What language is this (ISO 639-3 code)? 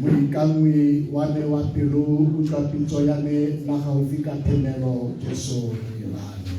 tsn